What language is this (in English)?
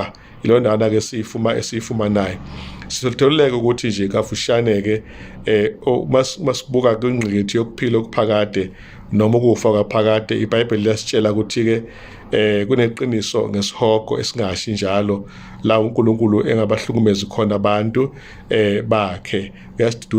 Zulu